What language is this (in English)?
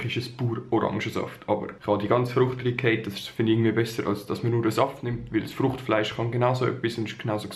Swiss German